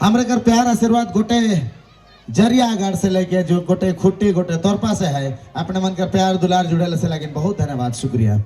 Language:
Sadri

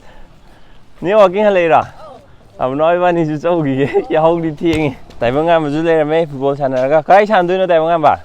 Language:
Manipuri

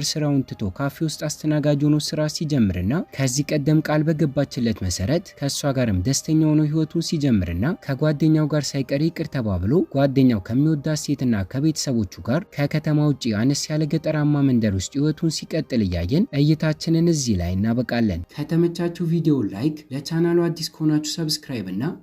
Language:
Amharic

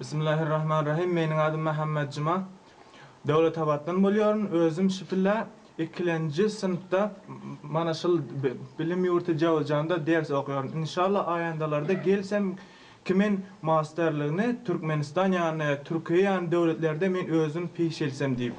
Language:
Turkmen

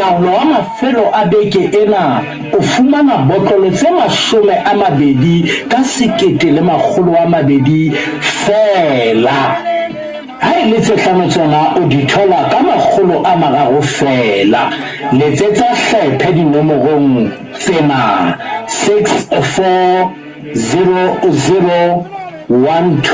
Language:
Southern Sotho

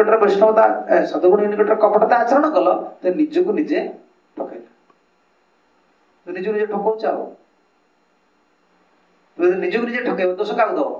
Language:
Odia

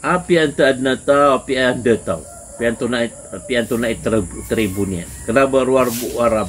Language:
Maranao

